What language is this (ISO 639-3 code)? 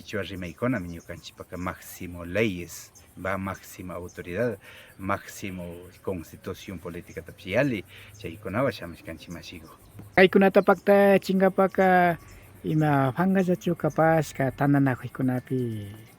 qvi